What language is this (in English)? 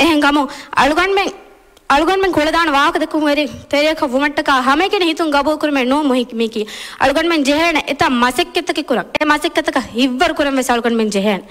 Divehi